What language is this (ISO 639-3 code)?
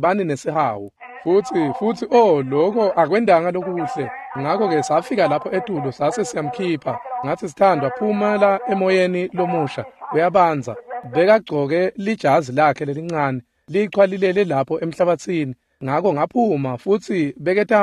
ssw